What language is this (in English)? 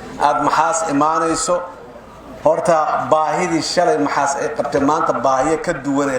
Somali